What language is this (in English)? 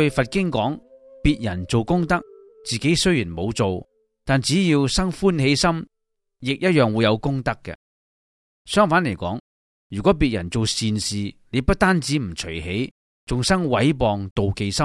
Cantonese